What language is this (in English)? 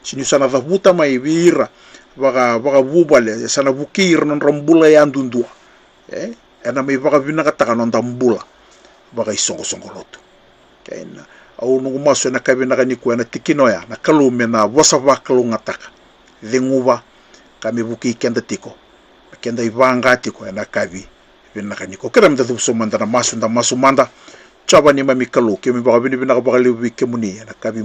Fijian